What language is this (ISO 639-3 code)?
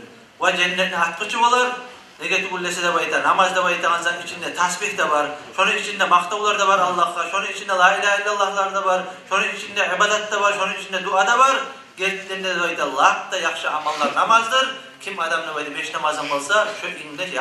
kum